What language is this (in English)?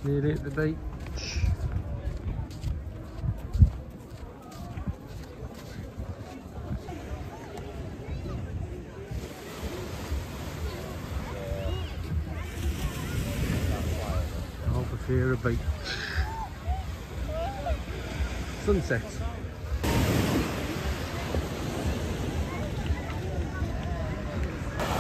English